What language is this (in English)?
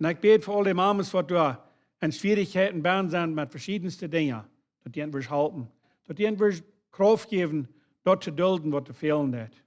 Plautdietsch